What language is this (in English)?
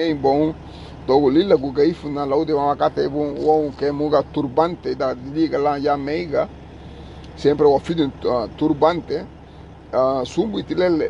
Garifuna